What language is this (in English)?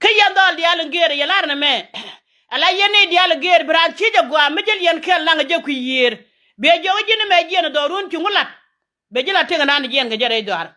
Nuer